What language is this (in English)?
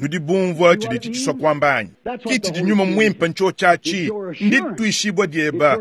Luba-Lulua